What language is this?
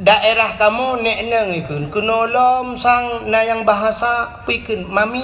Achinese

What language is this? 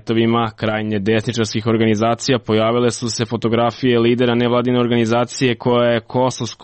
Serbian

